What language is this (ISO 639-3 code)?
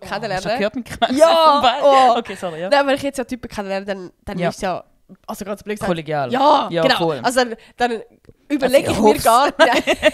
gsw